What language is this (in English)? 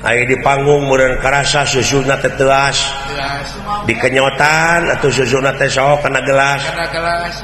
Sundanese